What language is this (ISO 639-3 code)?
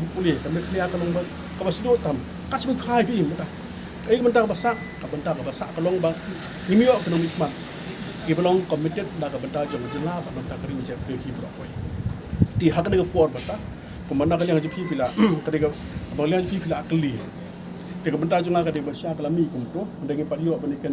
kha